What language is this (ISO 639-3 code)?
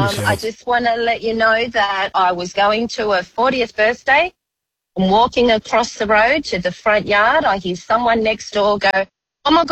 eng